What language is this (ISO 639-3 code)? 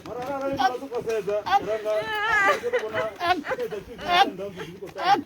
ven